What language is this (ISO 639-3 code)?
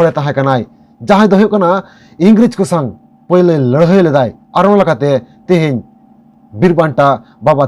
sat